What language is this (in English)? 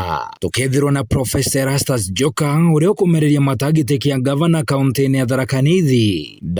Meru